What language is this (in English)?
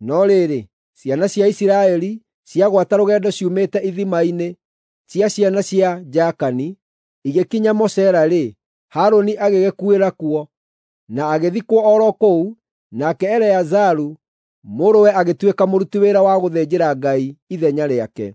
Kikuyu